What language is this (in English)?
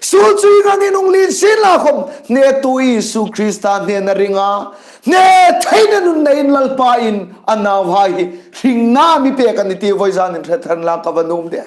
Hmar